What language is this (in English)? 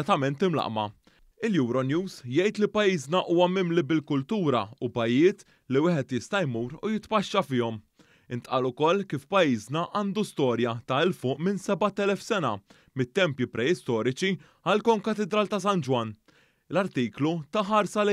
Maltese